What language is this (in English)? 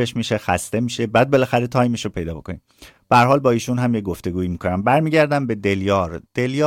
Persian